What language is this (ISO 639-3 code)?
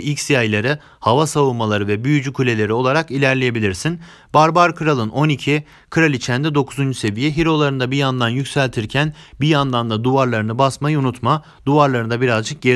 tur